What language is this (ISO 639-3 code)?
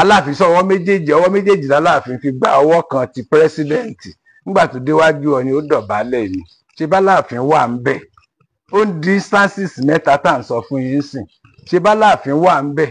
yor